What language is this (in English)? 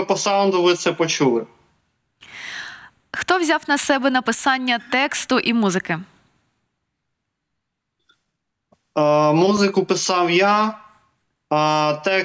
Ukrainian